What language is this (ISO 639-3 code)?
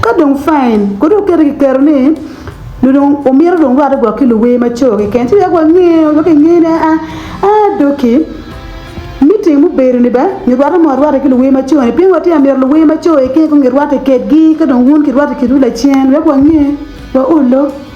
ach